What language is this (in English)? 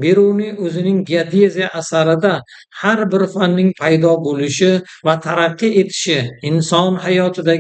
Uzbek